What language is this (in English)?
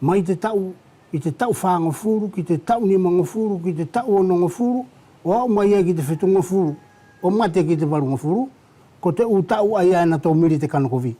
Wallisian